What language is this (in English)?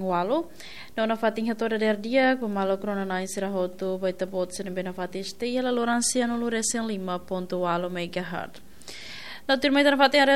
Tetum